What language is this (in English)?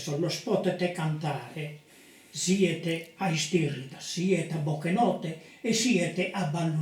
Sardinian